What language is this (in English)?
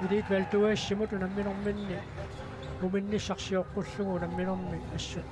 Kalaallisut